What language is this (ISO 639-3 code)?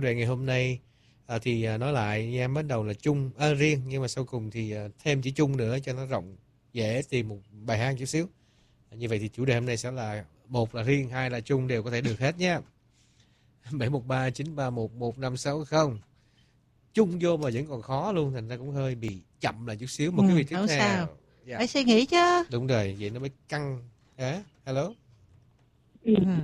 vie